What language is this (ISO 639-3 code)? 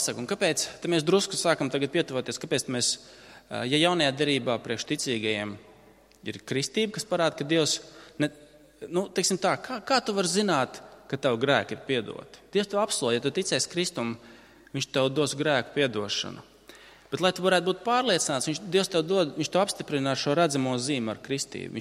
lav